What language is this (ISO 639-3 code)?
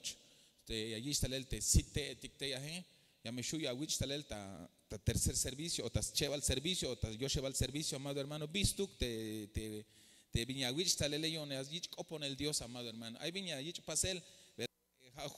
tzh